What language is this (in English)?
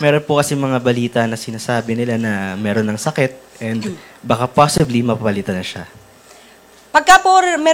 Filipino